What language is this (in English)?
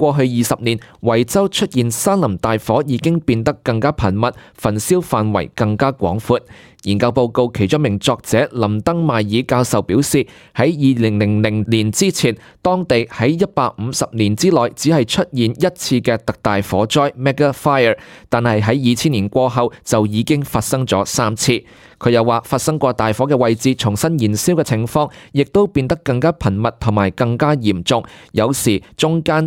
Cantonese